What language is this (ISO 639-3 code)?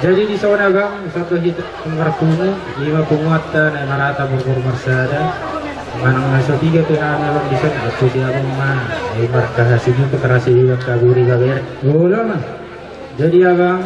bbc